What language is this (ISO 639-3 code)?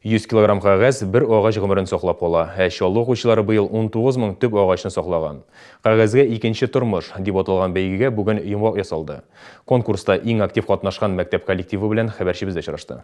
tat